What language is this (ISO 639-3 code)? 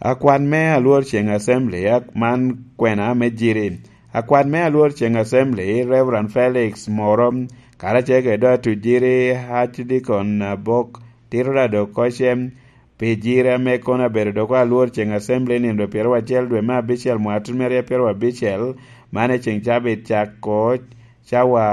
laj